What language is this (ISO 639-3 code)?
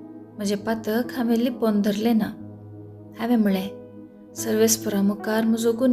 kok